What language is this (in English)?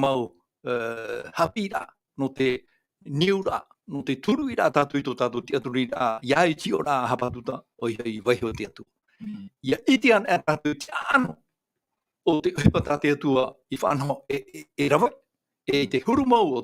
Tahitian